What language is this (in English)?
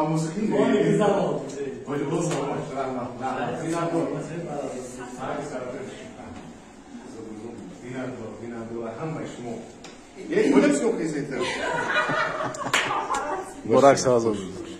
Persian